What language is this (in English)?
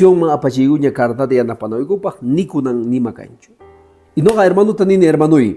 Quechua